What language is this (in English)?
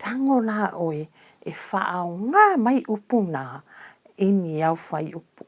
Samoan